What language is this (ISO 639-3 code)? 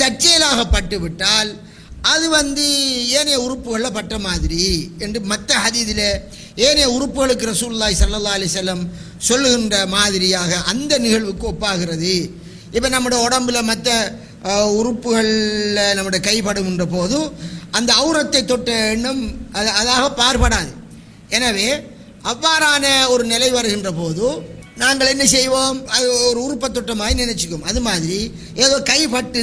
tam